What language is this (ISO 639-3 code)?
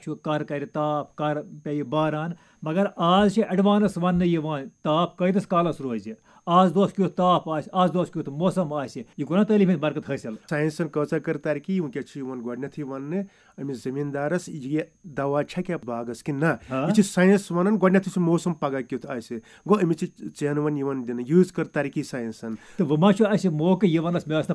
kas